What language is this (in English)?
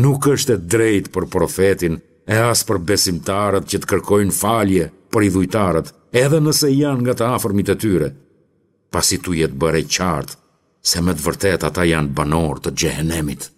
Albanian